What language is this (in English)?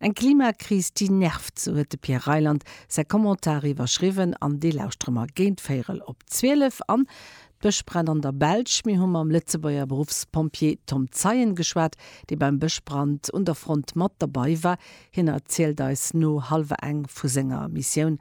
Luxembourgish